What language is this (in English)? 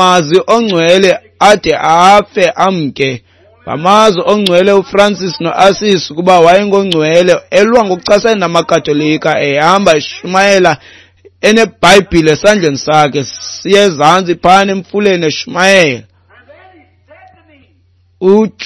Xhosa